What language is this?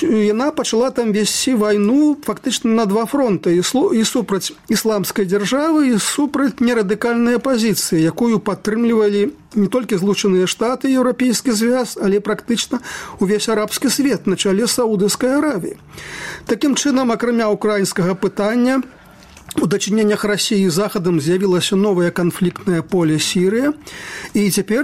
Belarusian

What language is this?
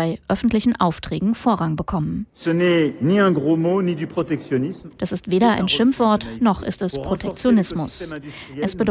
German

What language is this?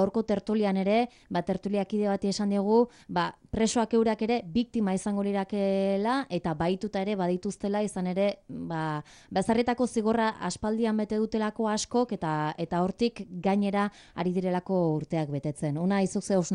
Basque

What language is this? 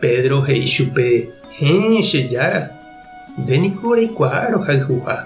Guarani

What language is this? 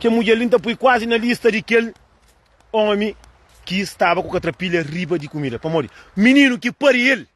Kabuverdianu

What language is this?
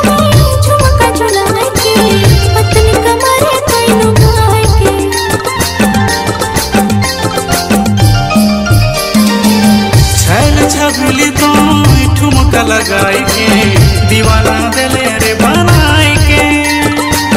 Bhojpuri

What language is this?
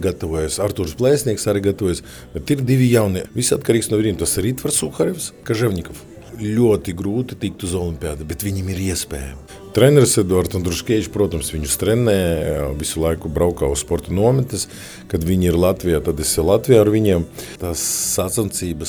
Latvian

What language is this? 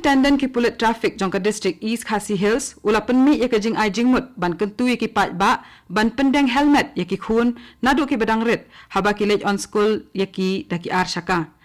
Khasi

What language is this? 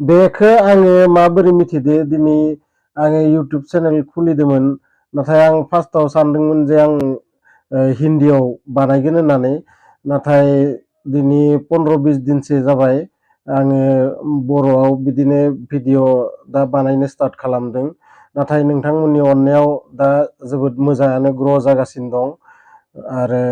Bodo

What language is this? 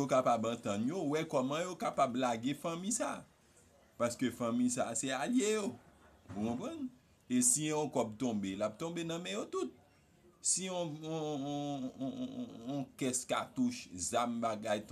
Haitian Creole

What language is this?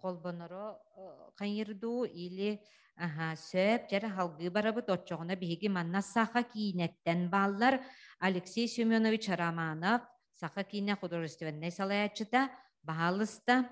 Yakut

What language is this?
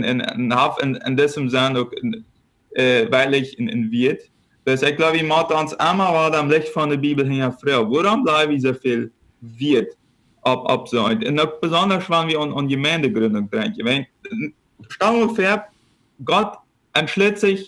Plautdietsch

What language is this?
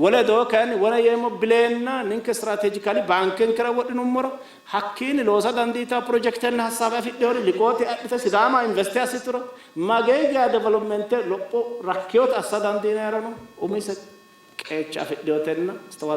Sidamo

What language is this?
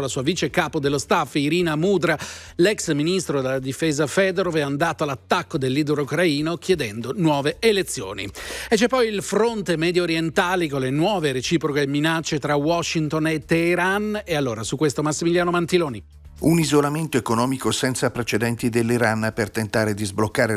Italian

